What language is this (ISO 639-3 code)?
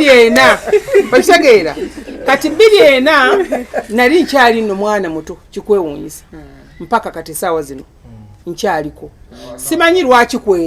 lug